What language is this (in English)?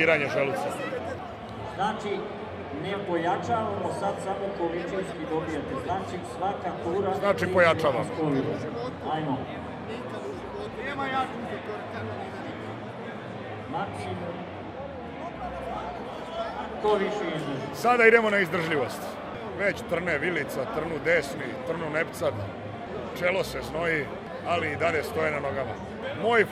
Serbian